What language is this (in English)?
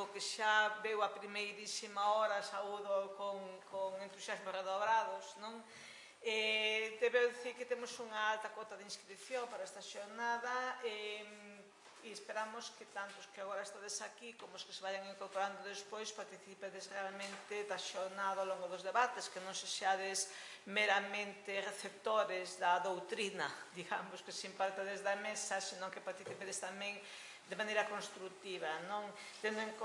Galician